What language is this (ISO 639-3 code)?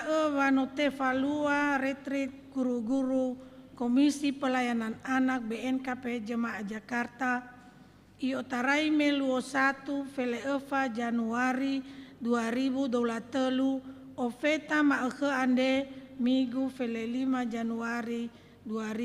nia